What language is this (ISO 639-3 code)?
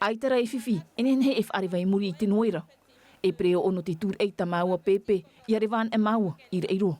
tah